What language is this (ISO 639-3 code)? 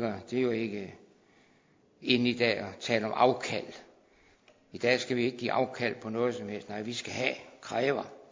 dan